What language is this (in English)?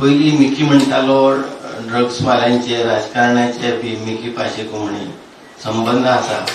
Konkani